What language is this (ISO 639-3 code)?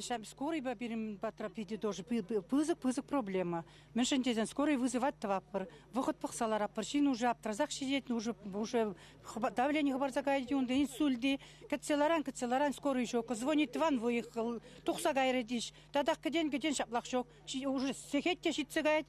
chv